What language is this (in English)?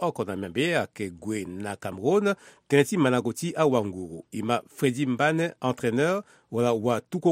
Sango